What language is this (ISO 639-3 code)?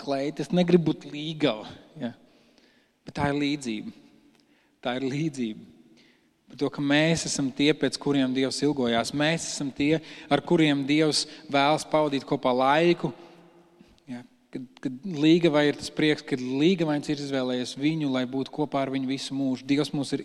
lav